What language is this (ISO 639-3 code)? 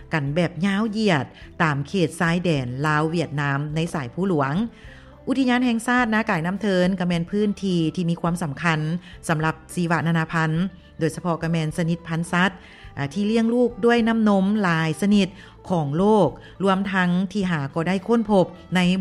lao